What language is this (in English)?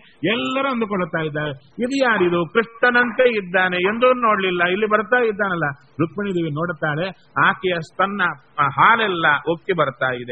Kannada